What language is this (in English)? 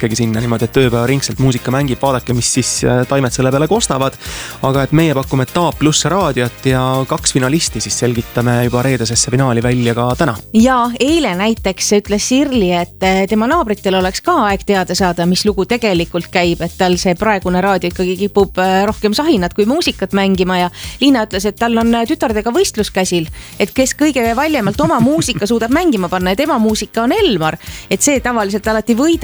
Estonian